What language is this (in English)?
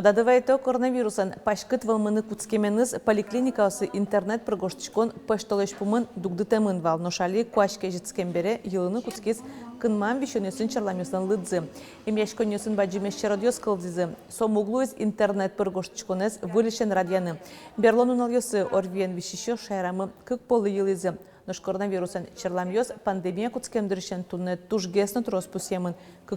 Udmurt